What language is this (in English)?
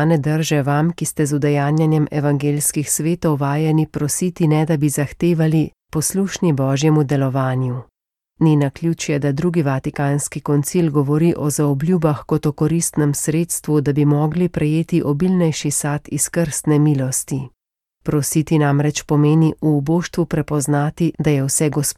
Slovenian